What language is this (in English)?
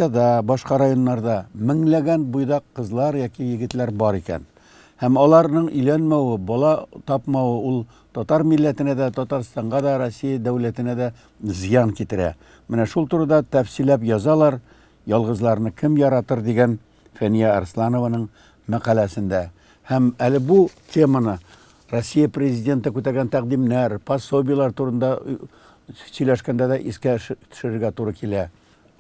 Tatar